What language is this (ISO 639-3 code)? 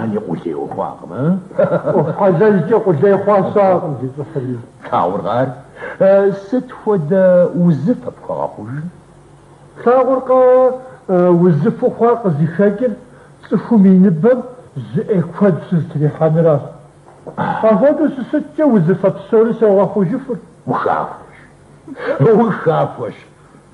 kbd